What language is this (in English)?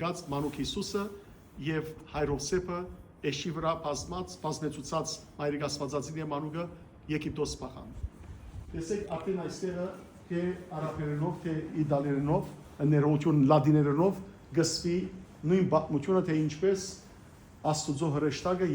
Western Armenian